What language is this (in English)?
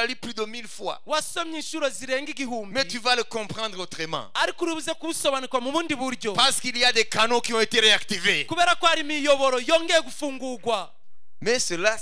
Kinyarwanda